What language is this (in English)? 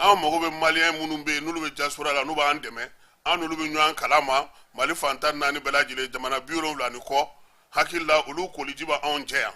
Bambara